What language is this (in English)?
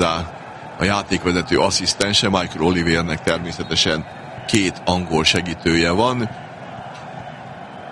Hungarian